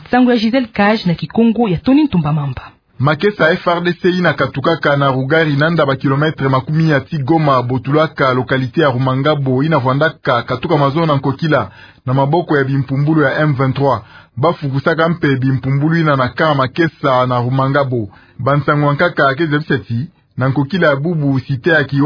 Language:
Kituba (Democratic Republic of Congo)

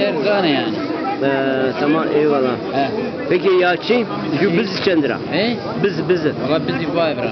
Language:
Zaza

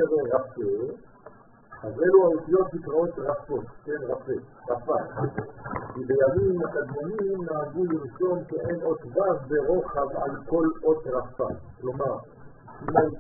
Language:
Hebrew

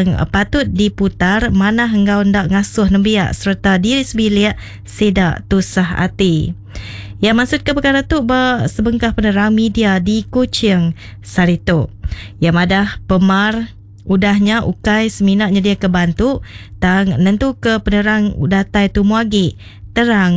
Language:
Iban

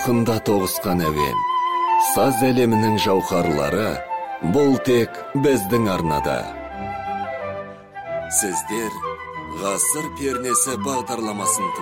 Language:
Kazakh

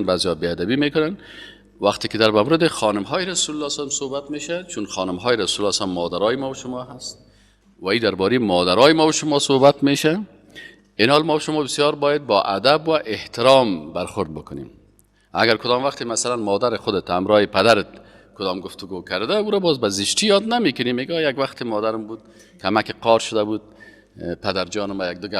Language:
Persian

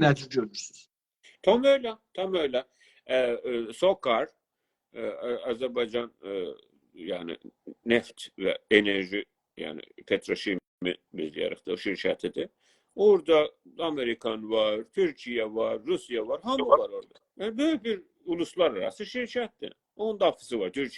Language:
South Azerbaijani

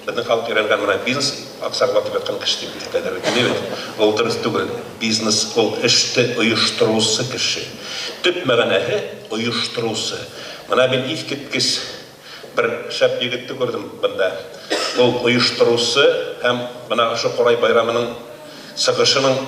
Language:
Bashkir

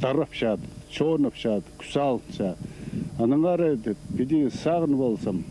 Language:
Khakas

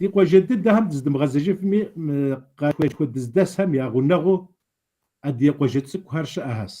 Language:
Kabardian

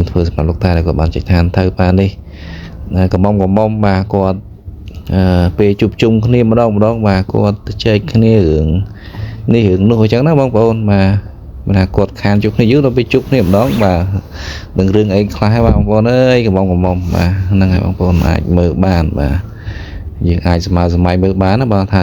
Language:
Khmer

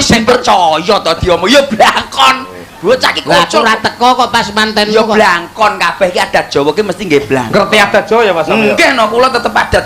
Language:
Javanese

